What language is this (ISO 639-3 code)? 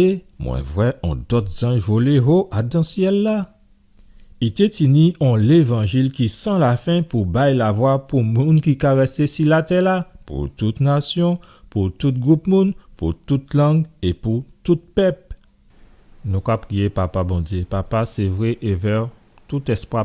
gcf